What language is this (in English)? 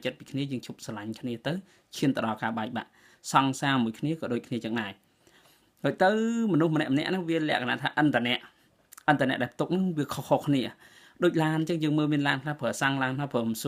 Khmer